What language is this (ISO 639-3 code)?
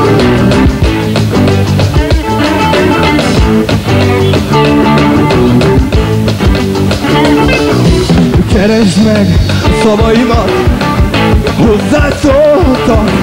hun